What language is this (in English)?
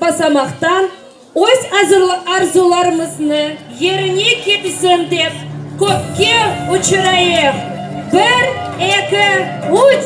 Crimean Tatar